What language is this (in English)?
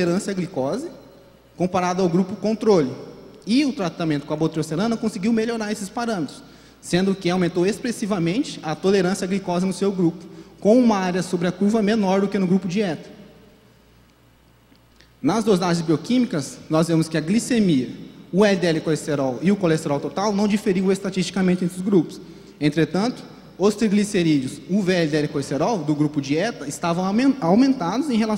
Portuguese